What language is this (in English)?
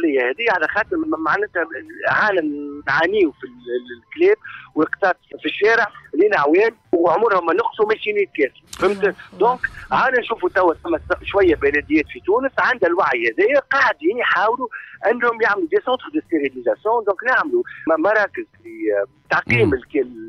Tunisian Arabic